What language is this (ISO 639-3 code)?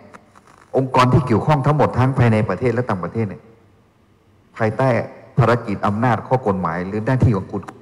tha